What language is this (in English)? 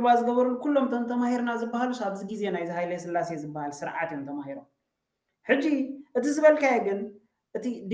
Tigrinya